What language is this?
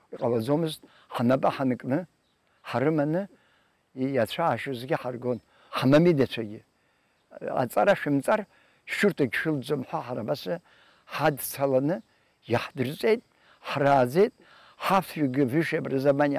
Abkhazian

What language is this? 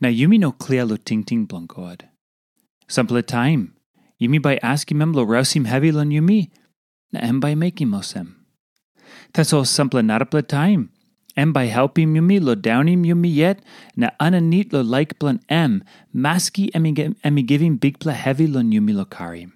Tok Pisin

